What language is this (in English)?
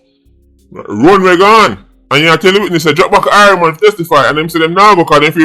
Jamaican Creole English